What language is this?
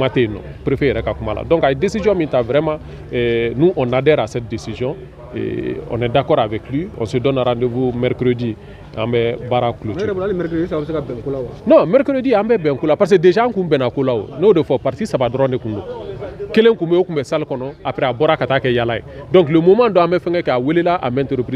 Bambara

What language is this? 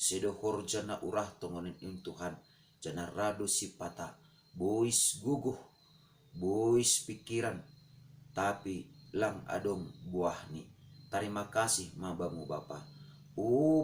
Batak Simalungun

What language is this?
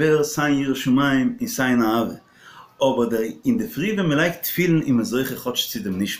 Yiddish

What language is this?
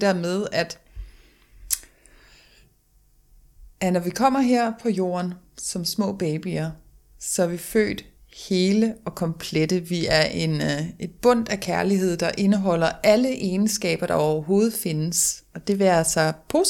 Danish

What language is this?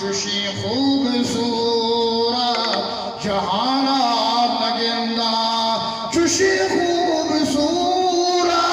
Eastern Balochi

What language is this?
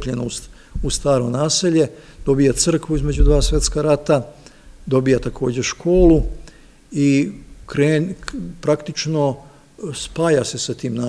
Serbian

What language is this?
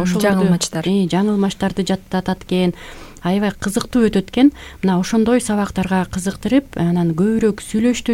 Kyrgyz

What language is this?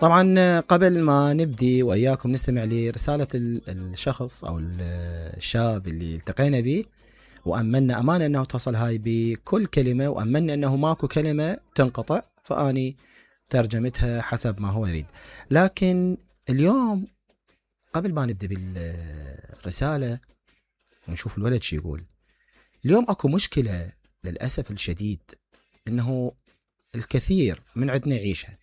Mesopotamian Arabic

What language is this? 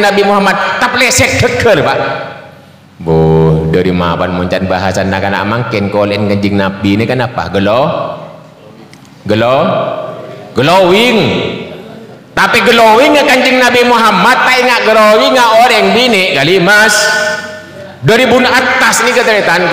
Madurese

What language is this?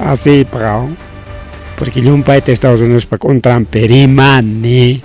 Ayacucho Quechua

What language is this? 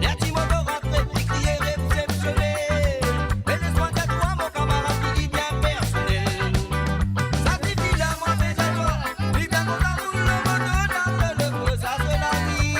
Morisyen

